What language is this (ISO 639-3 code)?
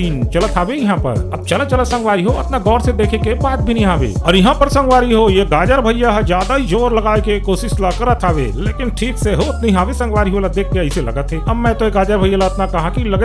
hne